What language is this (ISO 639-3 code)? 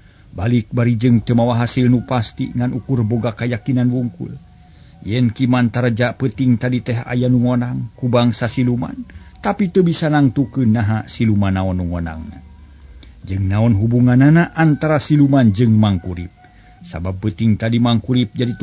sun